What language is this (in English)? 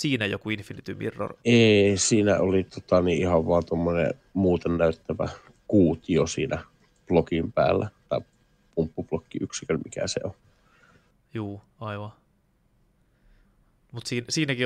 Finnish